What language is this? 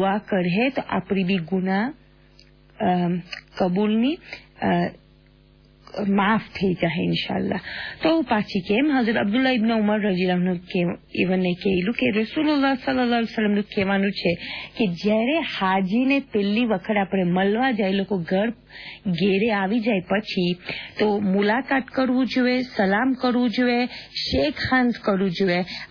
Gujarati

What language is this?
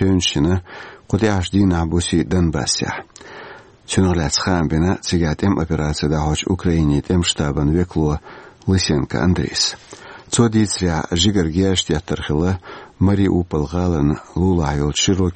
Chechen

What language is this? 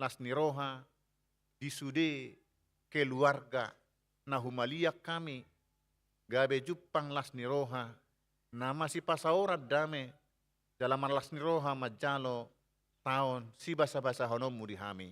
Batak Toba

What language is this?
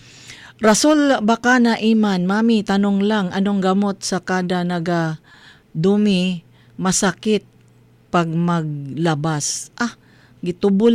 Cebuano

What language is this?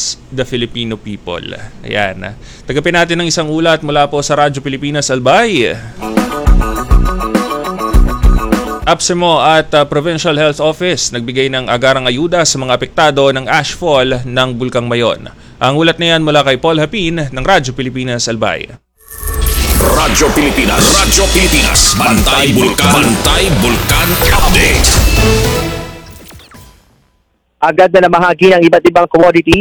Filipino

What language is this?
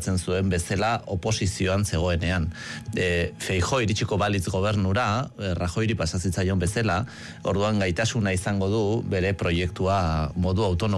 Basque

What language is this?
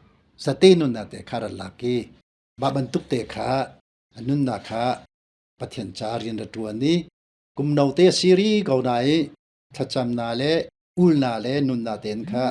Hakha Chin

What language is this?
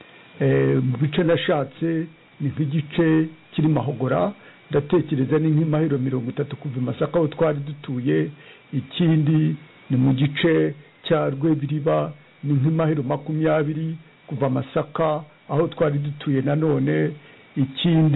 Kinyarwanda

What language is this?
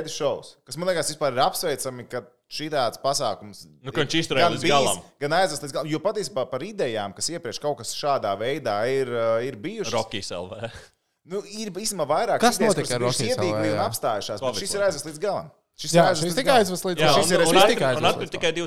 Latvian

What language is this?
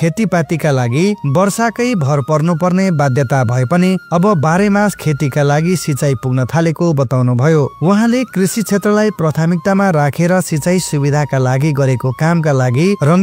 Nepali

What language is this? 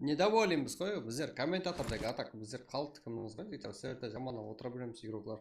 Kara-Kalpak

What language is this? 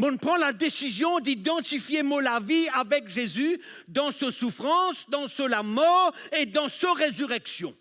Morisyen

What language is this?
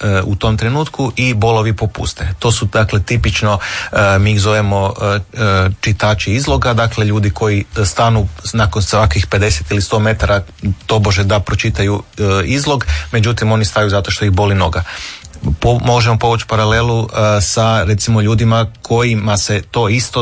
Croatian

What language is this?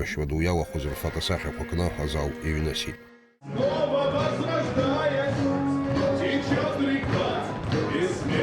Abkhazian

